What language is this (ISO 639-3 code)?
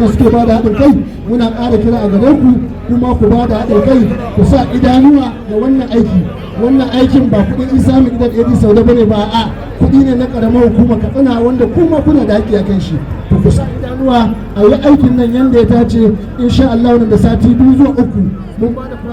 hau